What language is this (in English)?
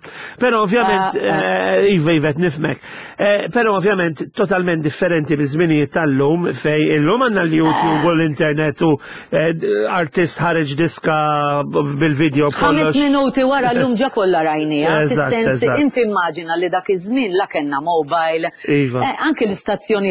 Maltese